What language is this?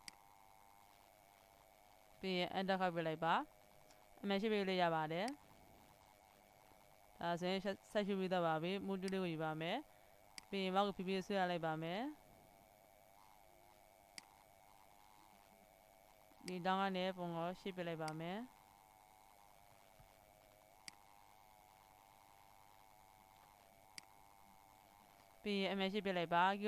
Burmese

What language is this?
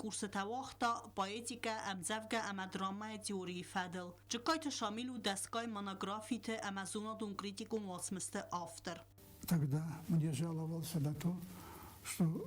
Ossetic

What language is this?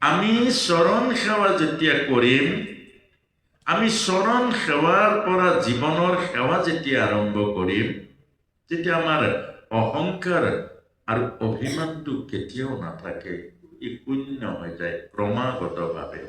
Assamese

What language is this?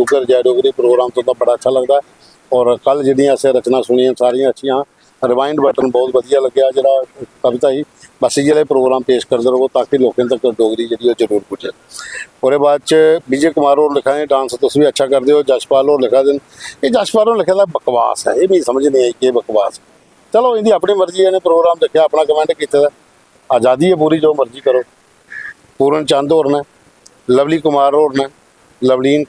Dogri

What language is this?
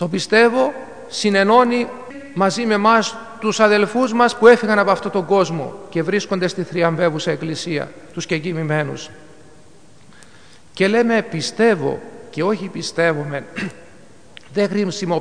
Greek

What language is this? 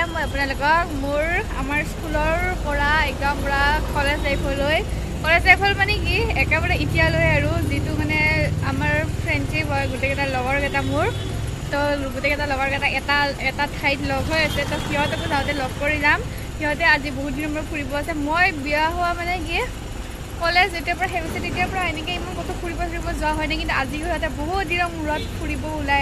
Assamese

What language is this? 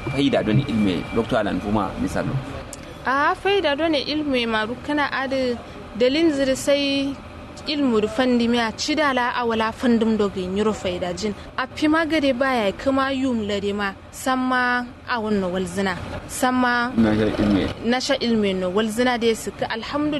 Kanuri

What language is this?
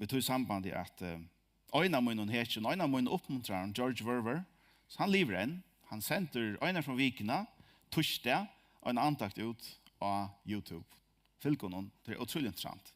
Faroese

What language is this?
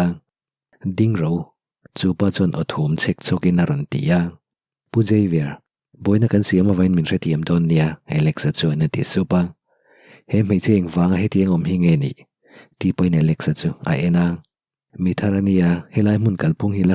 Mizo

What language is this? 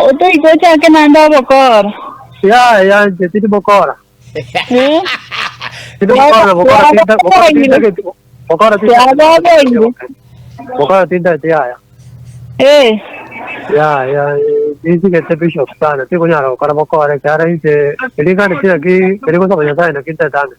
Gusii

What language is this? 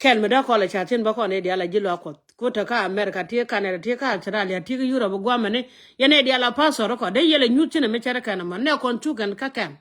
Nuer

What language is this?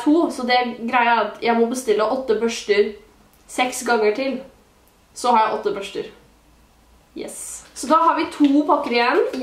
Norwegian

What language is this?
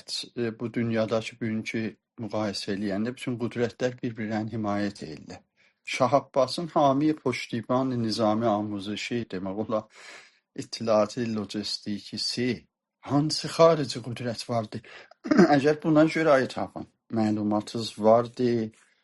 South Azerbaijani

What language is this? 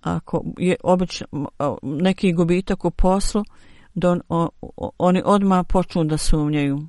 Bosnian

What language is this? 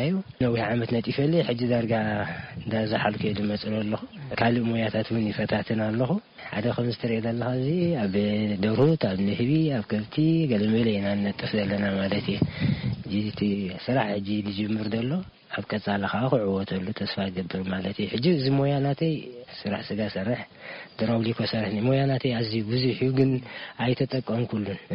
Tigrinya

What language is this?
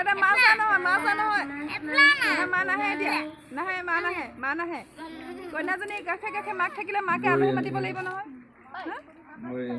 Assamese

